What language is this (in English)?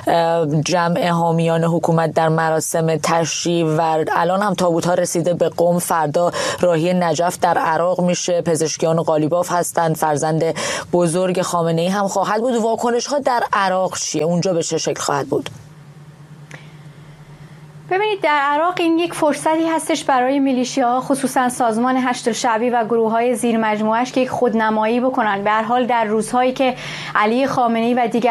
Persian